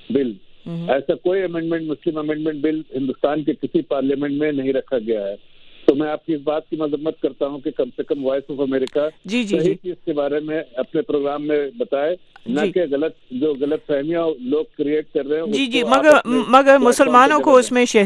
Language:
Urdu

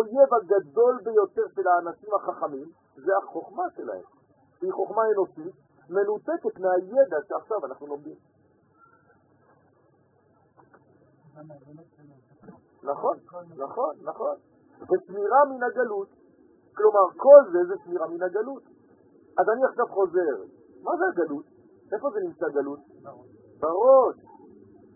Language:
Hebrew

